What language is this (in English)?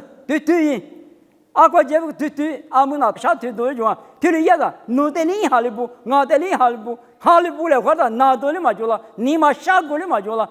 Lisu